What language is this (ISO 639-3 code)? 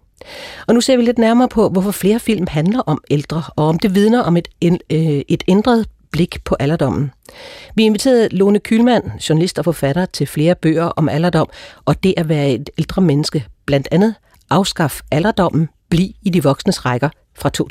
dan